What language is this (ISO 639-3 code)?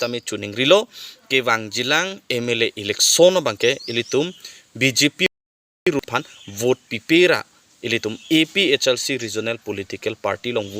mjw